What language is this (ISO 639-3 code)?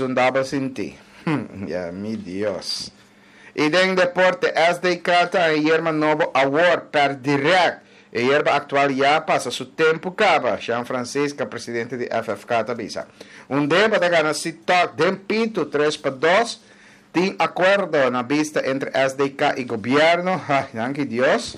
pap